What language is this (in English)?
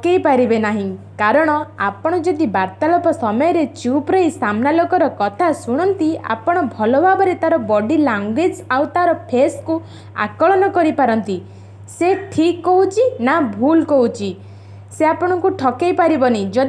Odia